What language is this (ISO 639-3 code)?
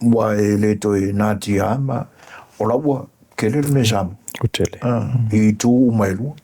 smo